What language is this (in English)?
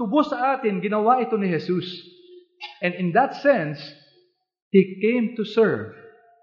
Filipino